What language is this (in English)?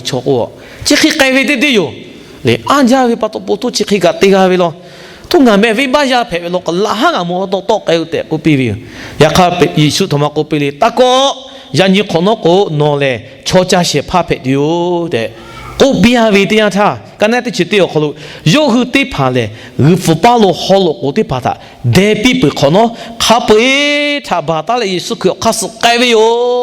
Lahu